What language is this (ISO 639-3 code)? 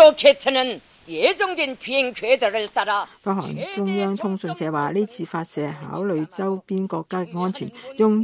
yue